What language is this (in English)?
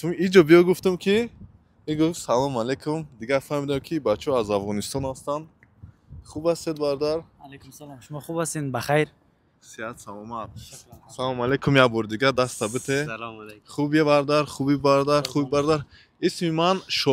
Tajik